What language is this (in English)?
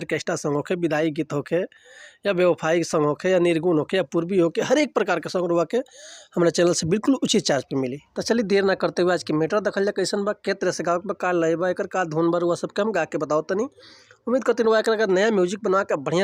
Bhojpuri